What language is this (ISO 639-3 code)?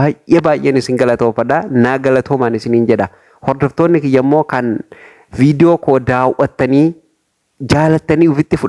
orm